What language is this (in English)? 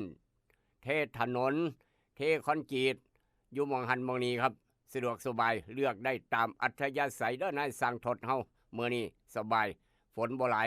Northeastern Thai